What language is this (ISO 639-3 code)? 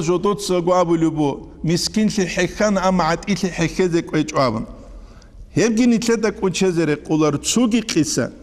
ava